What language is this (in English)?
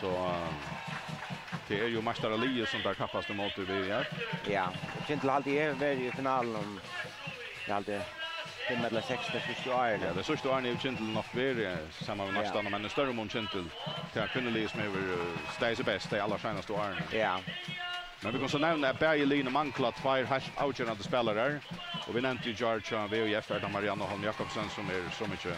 Faroese